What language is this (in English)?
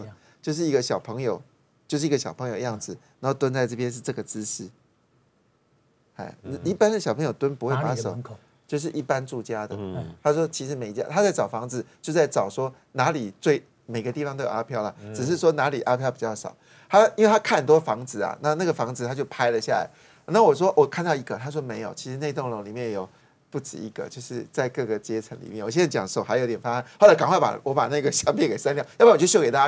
Chinese